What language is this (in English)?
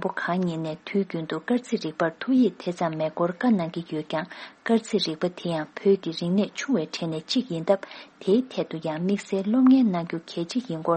Tibetan